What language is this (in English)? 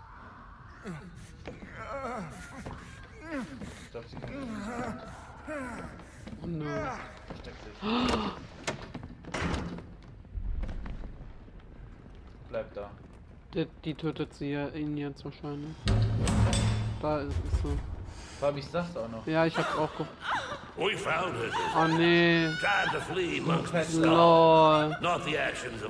German